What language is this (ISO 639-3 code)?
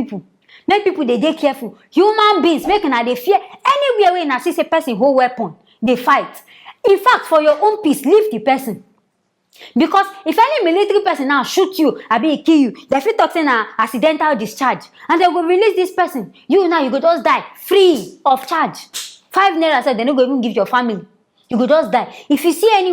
pcm